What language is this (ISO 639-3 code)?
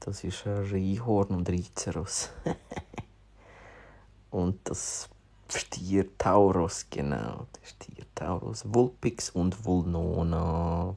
gsw